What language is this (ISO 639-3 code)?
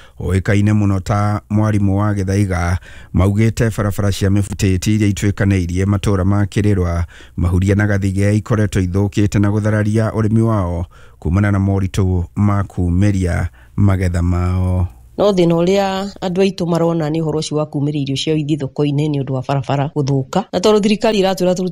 kik